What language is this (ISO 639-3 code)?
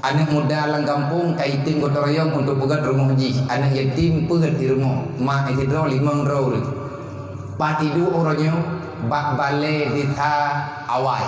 ace